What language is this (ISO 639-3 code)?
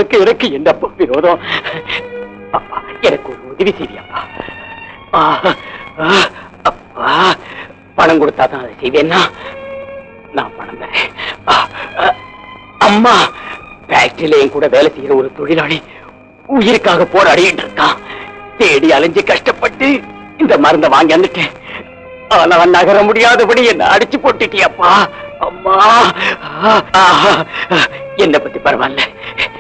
tam